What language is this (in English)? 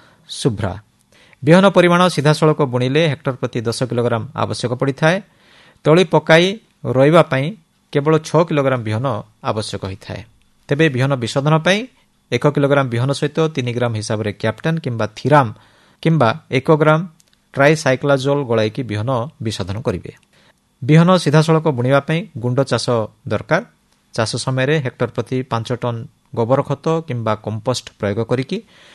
Odia